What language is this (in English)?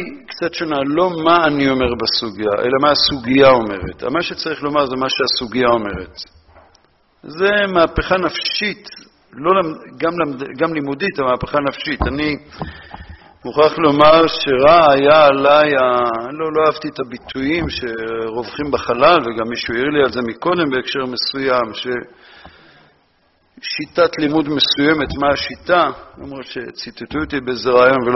Hebrew